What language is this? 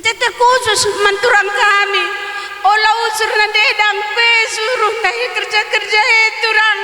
Batak Karo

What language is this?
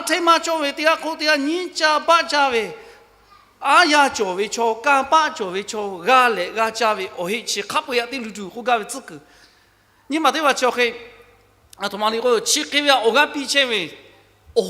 Lahu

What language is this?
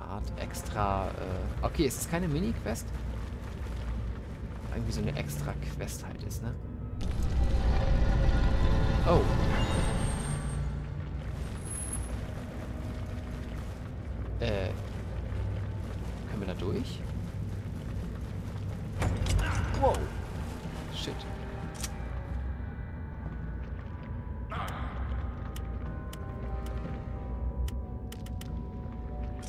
German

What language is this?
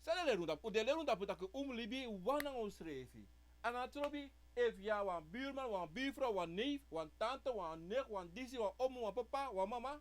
Sranan Tongo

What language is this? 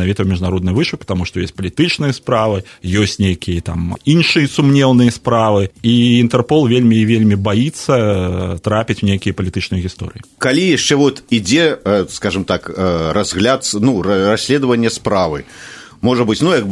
Belarusian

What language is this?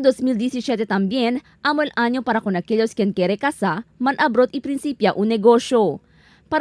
Chavacano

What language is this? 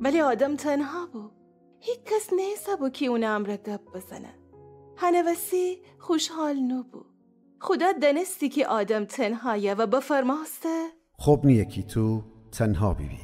Gilaki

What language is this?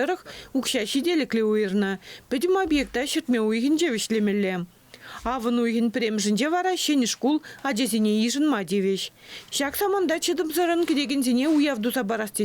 Chuvash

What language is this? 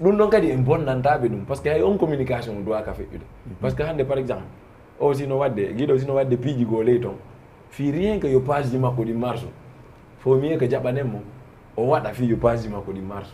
Fula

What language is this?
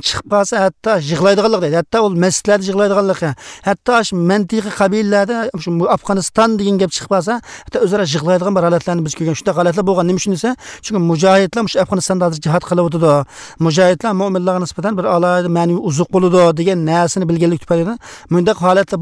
Uzbek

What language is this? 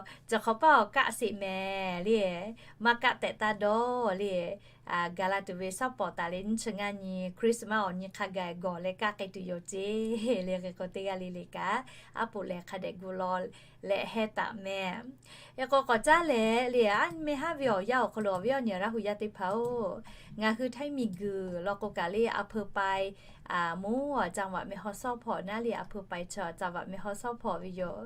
Lahu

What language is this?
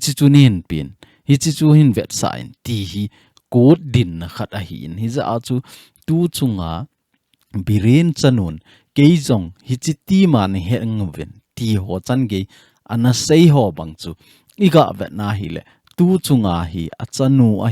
Thado Chin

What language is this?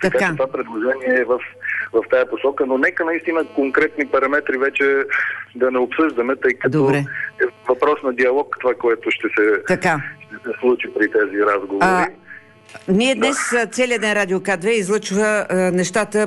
Bulgarian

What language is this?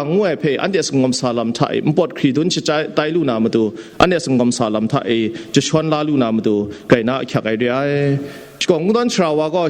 Kachin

